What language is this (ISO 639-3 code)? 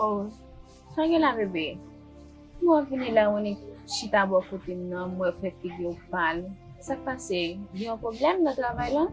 hat